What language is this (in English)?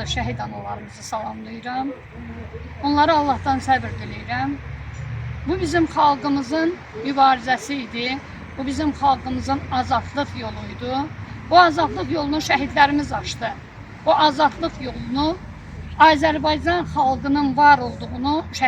Azerbaijani